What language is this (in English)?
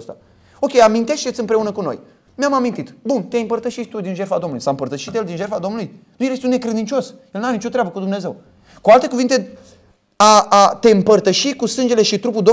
Romanian